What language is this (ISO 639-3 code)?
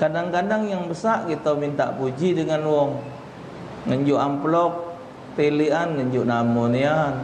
mui